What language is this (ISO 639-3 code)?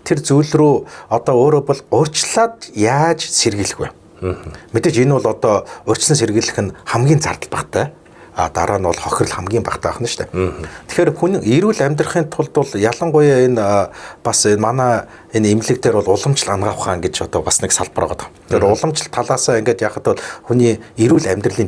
mon